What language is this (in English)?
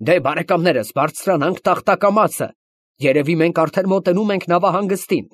Armenian